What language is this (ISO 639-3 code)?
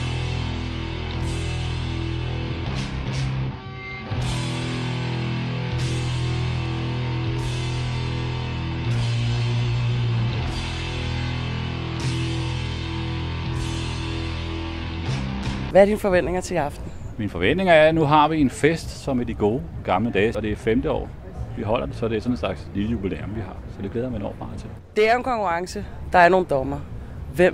dan